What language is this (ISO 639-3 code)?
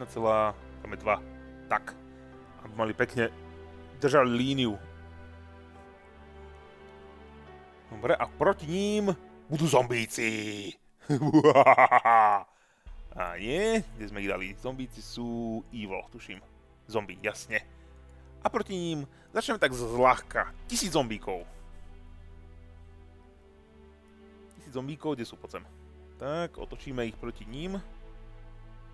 slk